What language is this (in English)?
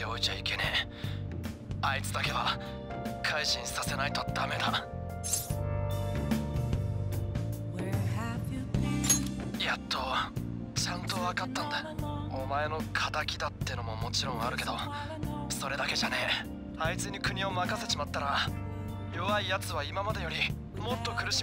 Japanese